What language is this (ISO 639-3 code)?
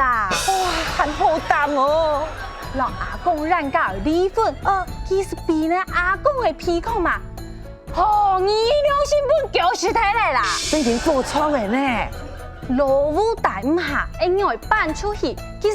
hak